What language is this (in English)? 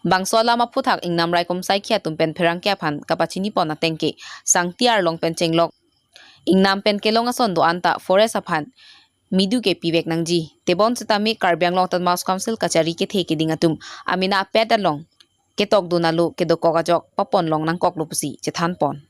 Karbi